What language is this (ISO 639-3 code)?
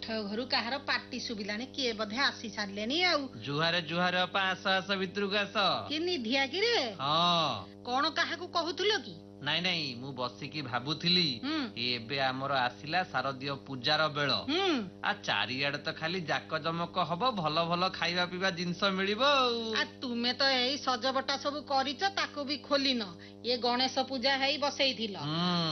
ori